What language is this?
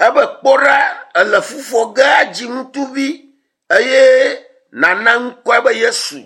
Ewe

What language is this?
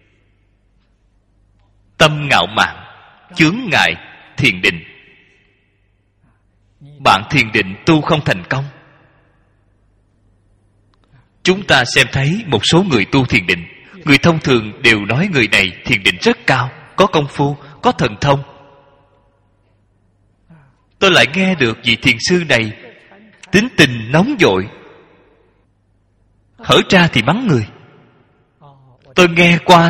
Vietnamese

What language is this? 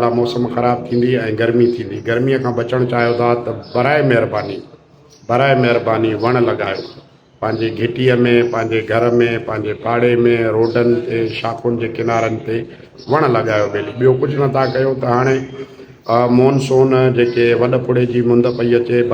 Sindhi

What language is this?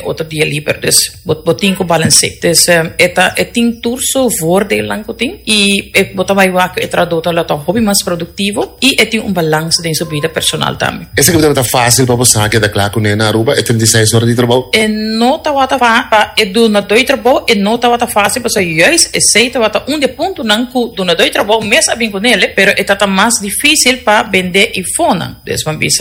Papiamento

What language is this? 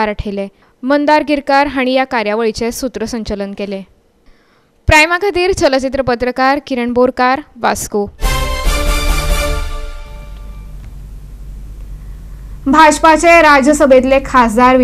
Konkani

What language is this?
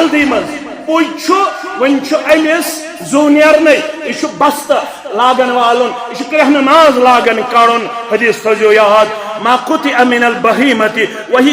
Kashmiri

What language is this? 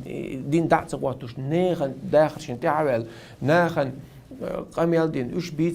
Chechen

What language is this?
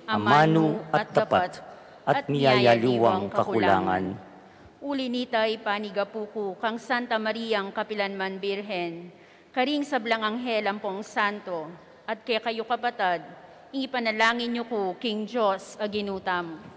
Pampanga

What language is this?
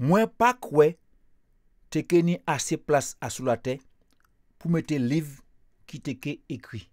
Guadeloupean Creole French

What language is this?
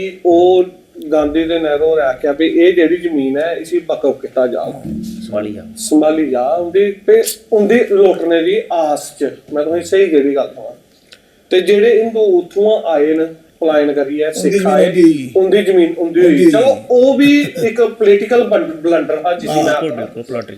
Dogri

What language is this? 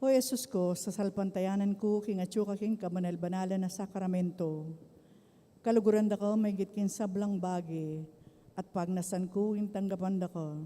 Pampanga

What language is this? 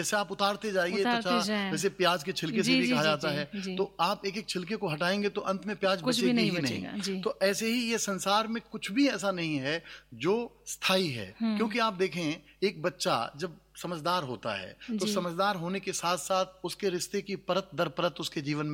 Hindi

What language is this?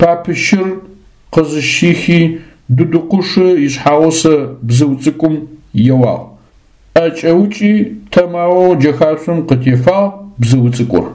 Adyghe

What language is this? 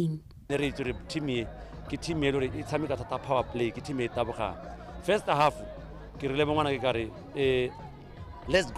Tswana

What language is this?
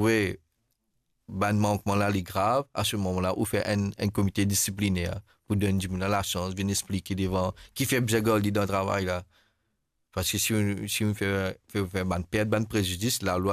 Morisyen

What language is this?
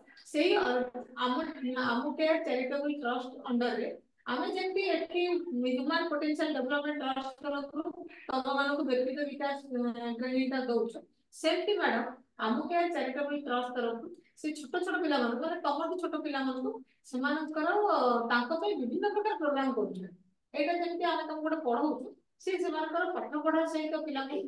Odia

